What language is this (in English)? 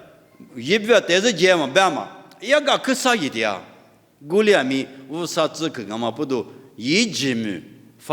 Lisu